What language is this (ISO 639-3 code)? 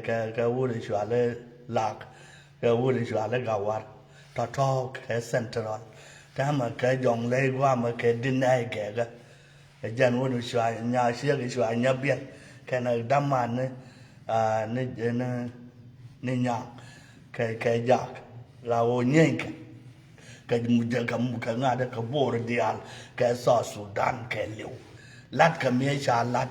nus